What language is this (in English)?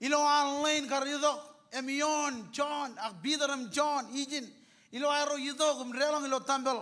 Marshallese